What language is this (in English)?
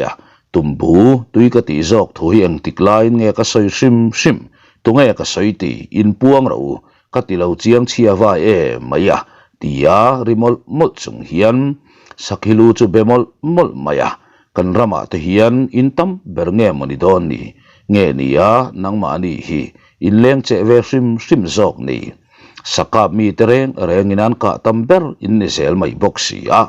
Mizo